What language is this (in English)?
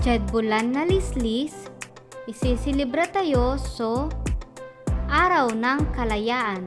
Pangasinan